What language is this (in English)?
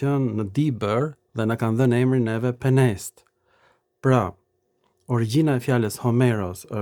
Albanian